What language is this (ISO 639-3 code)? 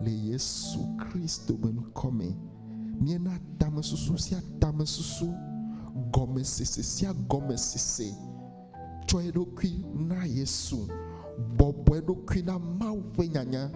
ewe